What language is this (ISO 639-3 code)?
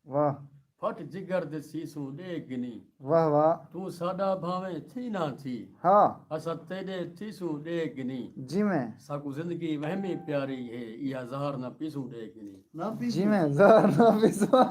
skr